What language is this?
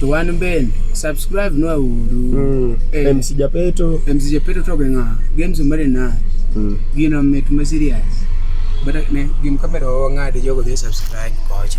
Luo (Kenya and Tanzania)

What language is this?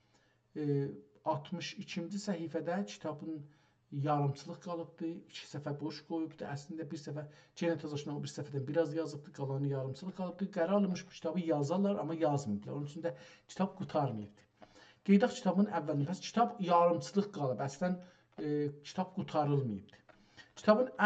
South Azerbaijani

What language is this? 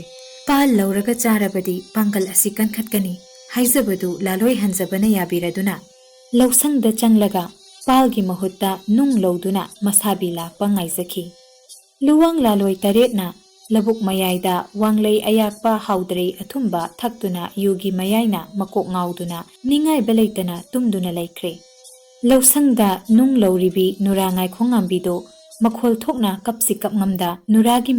Manipuri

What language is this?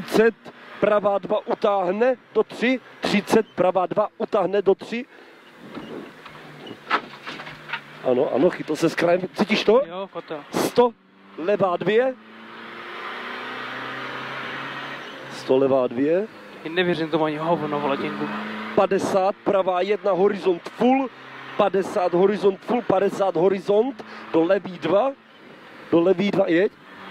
Czech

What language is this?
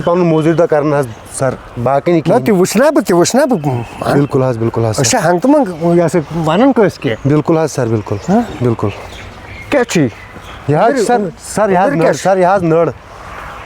Kashmiri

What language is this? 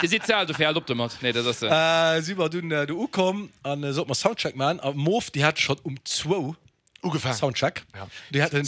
Luxembourgish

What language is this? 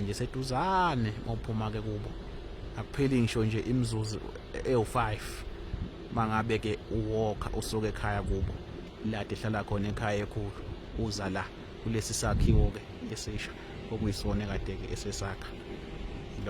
Zulu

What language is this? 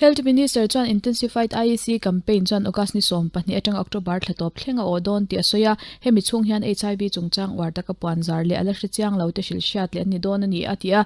Mizo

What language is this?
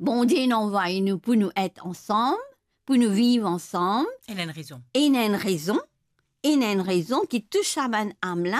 Morisyen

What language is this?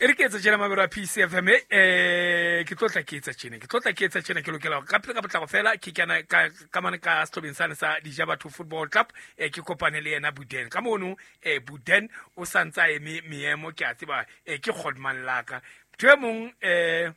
Southern Sotho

